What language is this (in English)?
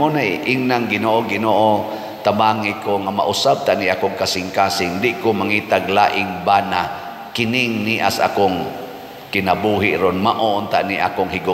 Cebuano